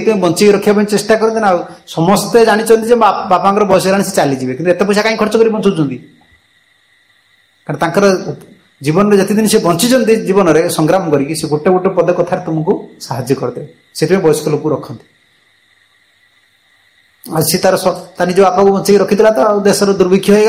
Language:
Odia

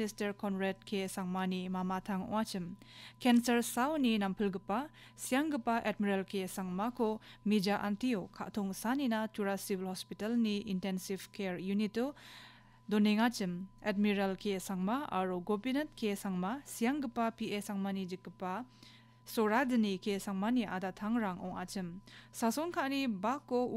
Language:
Garo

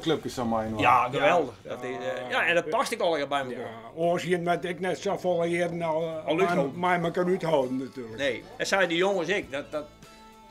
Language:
Western Frisian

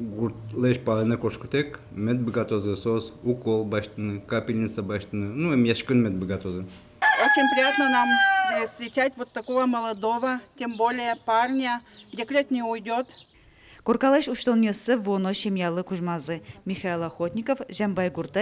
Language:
Udmurt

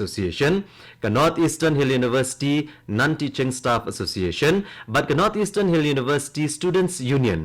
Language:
Khasi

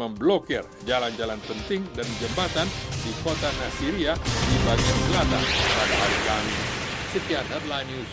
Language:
Indonesian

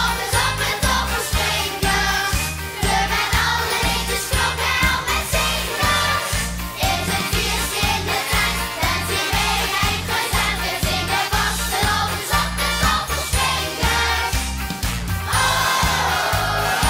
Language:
Limburgish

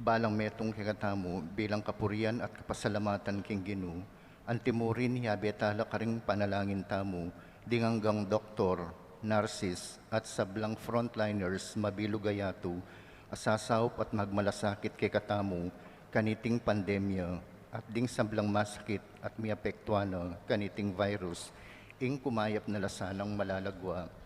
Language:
Pampanga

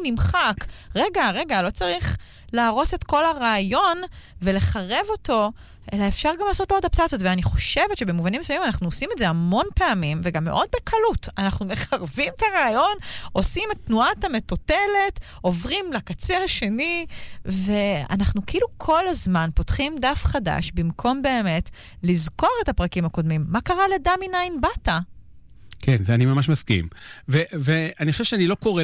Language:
Hebrew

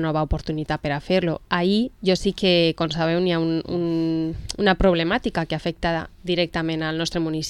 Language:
Catalan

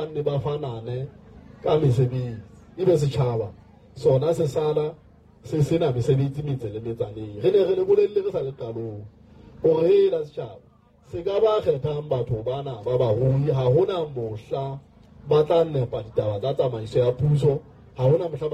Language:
Southern Sotho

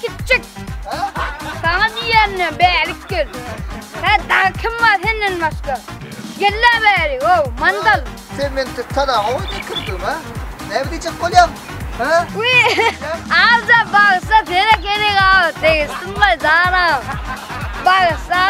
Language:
Turkmen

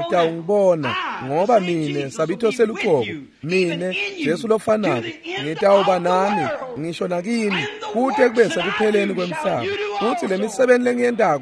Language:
Swati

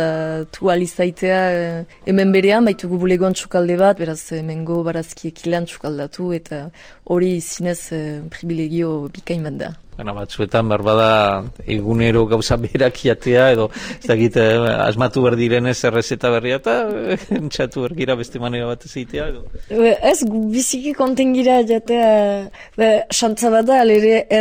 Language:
Basque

